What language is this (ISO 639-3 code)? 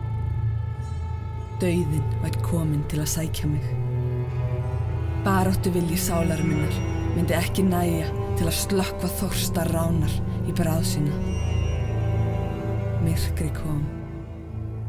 isl